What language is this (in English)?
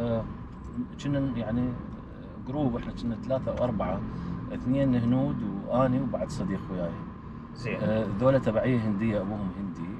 Mesopotamian Arabic